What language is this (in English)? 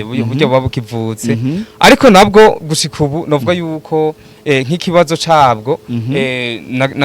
Rundi